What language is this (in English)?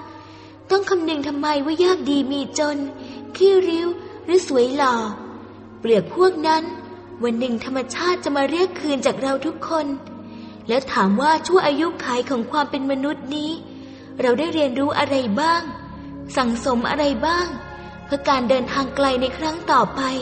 Thai